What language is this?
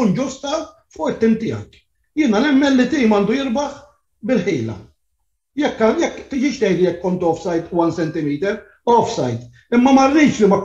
Maltese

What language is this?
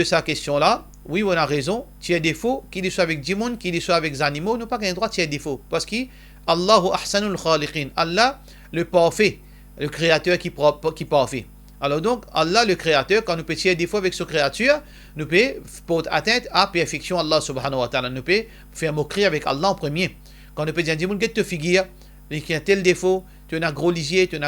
Morisyen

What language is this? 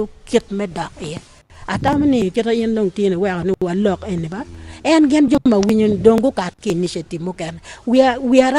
Acoli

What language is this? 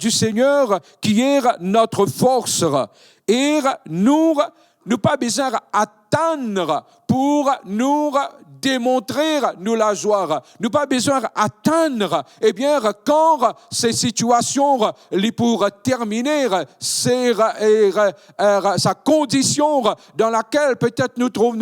Morisyen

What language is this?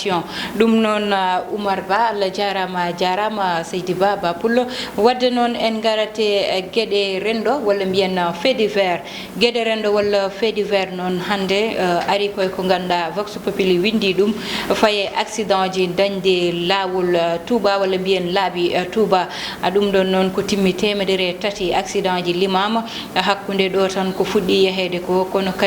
Fula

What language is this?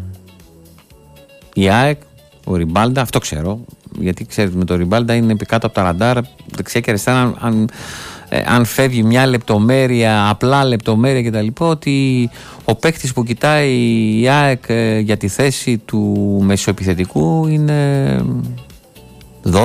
Greek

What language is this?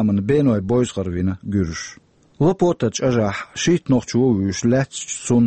Chechen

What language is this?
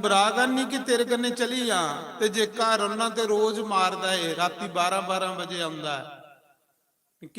Dogri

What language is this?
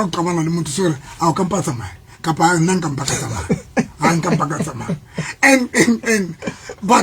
Southern Sotho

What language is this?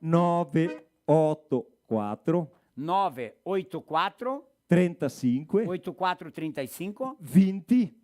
Venetian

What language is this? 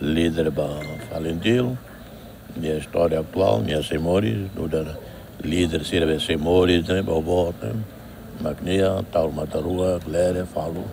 Tetum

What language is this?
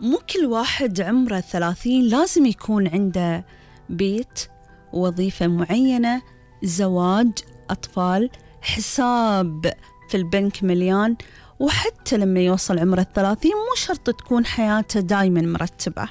Gulf Arabic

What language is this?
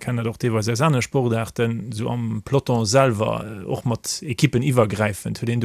Luxembourgish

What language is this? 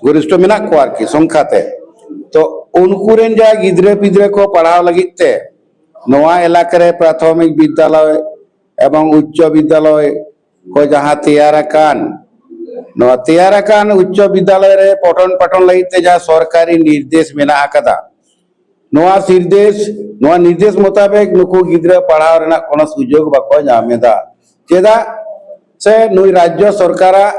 Santali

